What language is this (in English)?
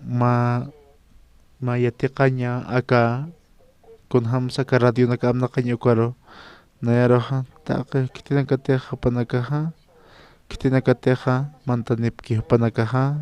Aymara